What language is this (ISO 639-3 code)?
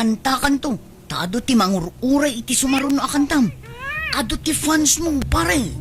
ilo